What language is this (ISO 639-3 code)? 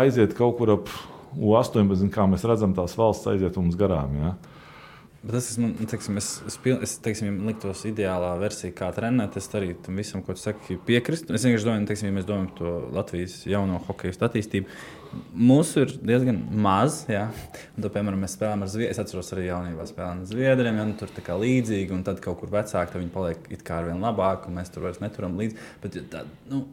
lav